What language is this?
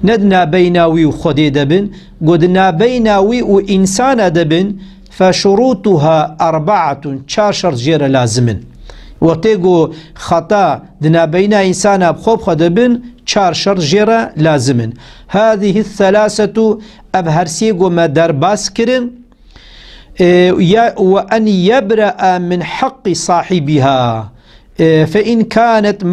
Kurdish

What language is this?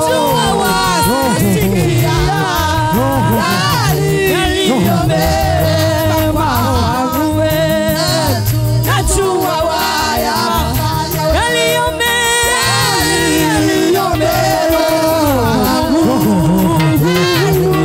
Swahili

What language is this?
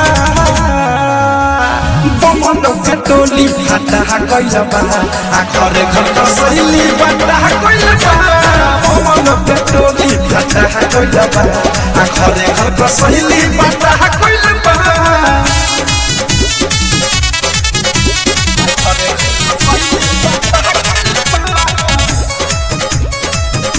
Bhojpuri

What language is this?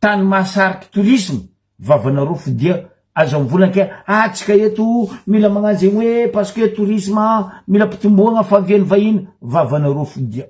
Malagasy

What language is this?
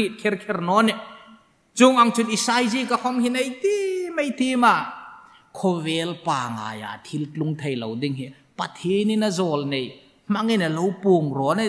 Hmar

